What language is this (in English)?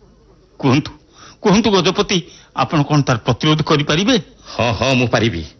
Odia